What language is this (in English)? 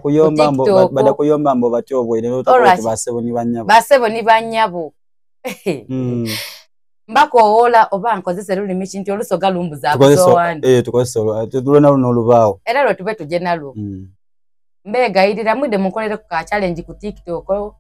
Soga